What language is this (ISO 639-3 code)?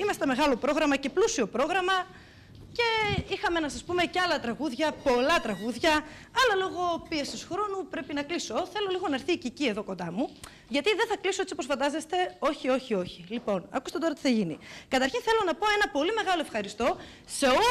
ell